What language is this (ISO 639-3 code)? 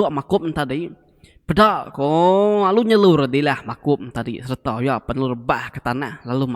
iba